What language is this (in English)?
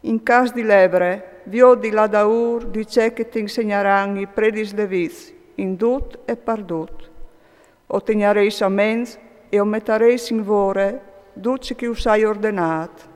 Friulian